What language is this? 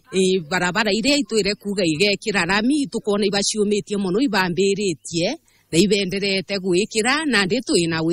Meru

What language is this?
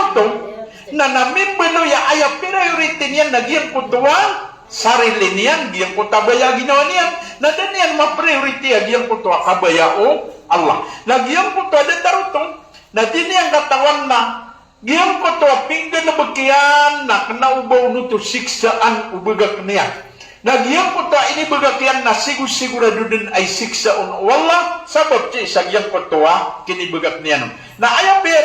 Maranao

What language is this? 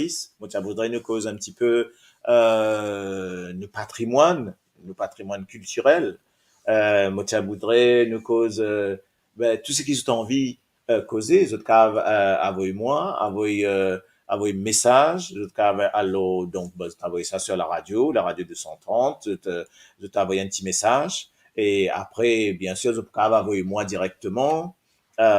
Morisyen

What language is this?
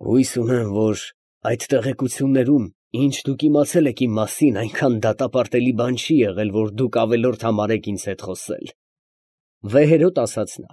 Armenian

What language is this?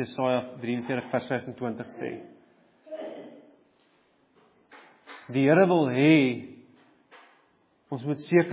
Afrikaans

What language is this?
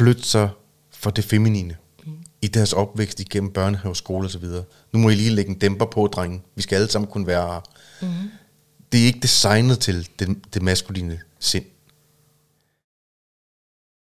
Danish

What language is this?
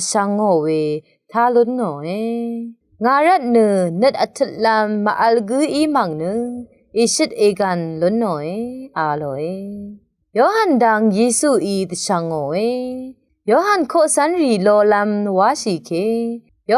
Rawang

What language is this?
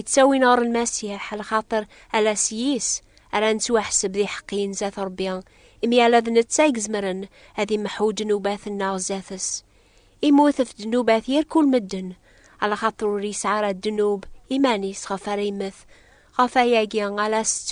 Kabyle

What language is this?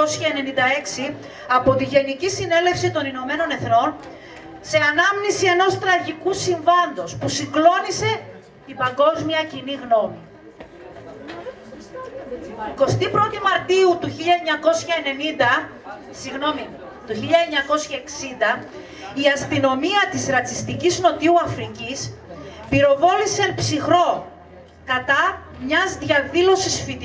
Greek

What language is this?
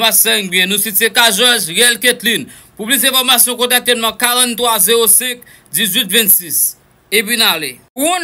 Haitian Creole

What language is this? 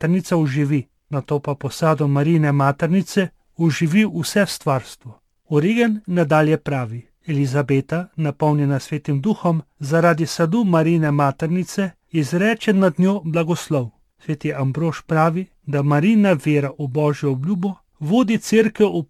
Slovenian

